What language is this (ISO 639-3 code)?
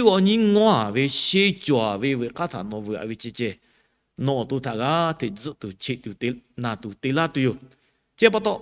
lhu